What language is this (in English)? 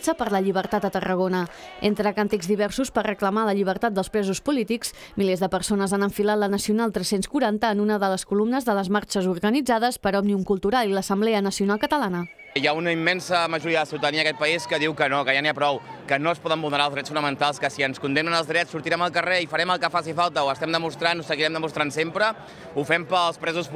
Catalan